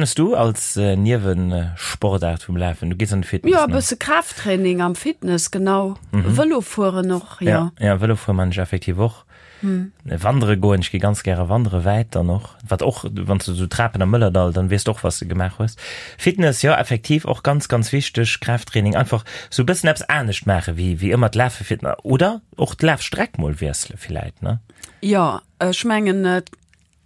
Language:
Luxembourgish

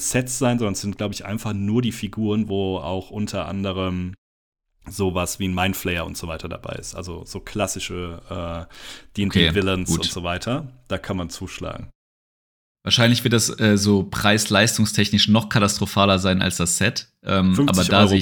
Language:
German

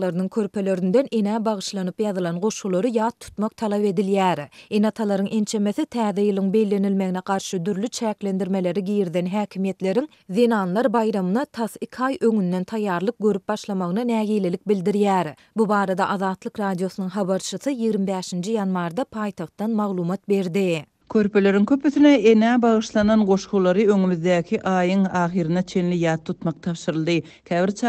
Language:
Turkmen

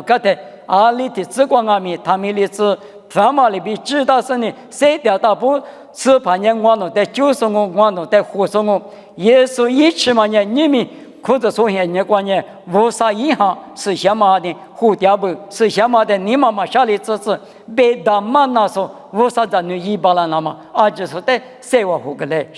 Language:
Lisu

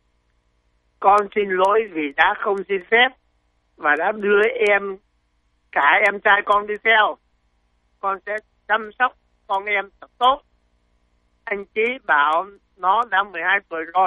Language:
Vietnamese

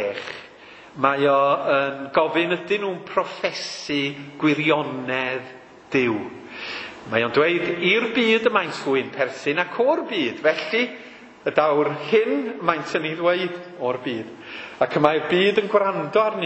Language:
Welsh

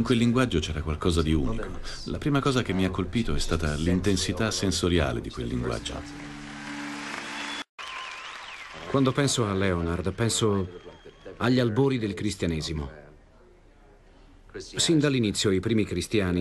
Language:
Italian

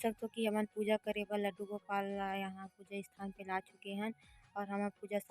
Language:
Chhattisgarhi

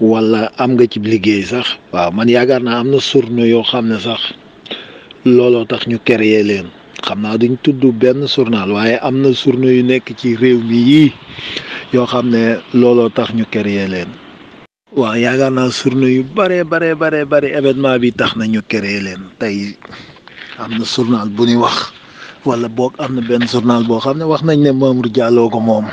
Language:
Wolof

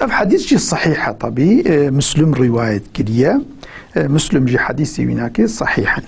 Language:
Kurdish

